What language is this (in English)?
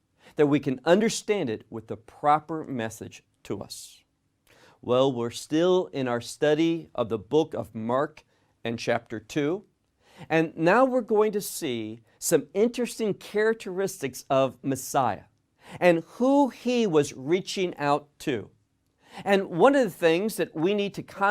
English